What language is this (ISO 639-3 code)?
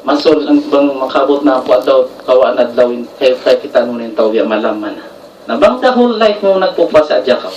tsg